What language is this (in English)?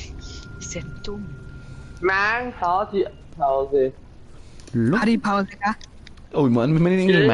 Bavarian